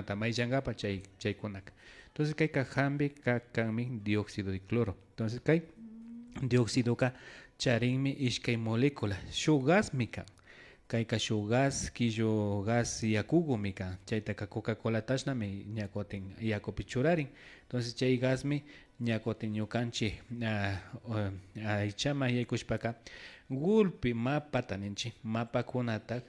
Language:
Imbabura Highland Quichua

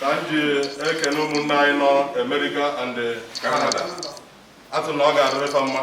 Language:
Igbo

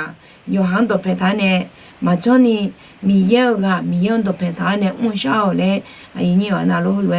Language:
Akha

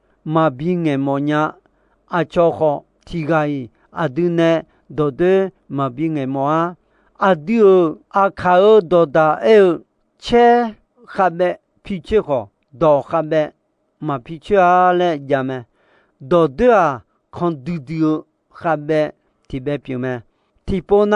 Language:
Akha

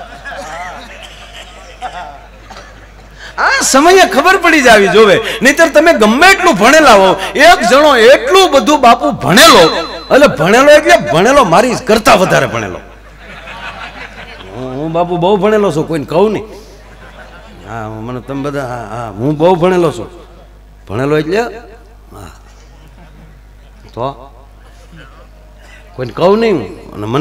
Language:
Gujarati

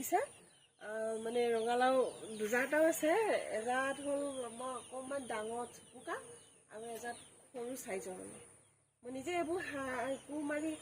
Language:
Assamese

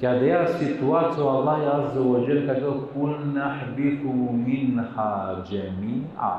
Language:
Balkan Romani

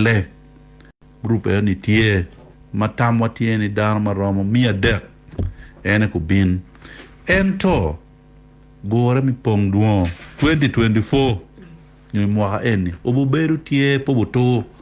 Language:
Acoli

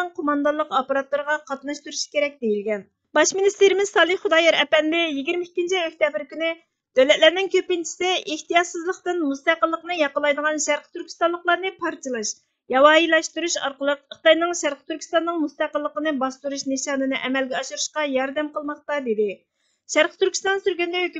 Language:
Uyghur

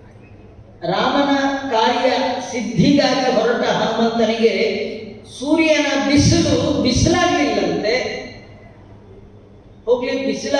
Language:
Kannada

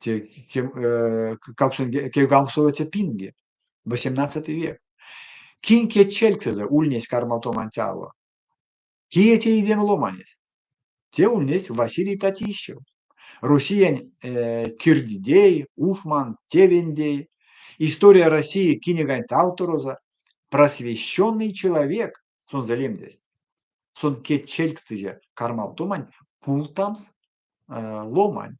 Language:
Erzya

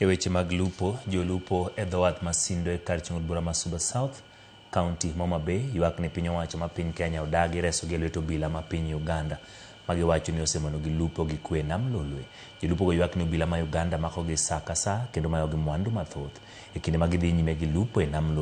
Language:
Luo (Kenya and Tanzania)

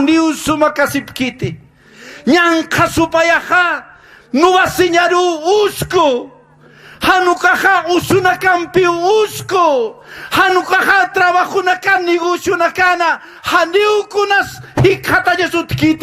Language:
Aymara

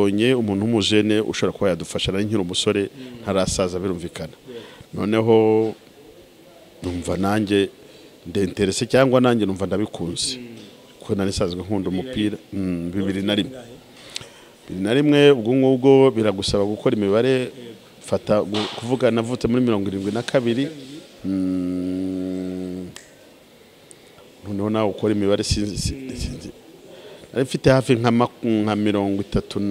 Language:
Kinyarwanda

